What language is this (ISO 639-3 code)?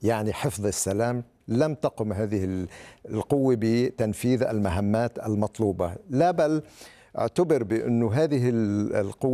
ara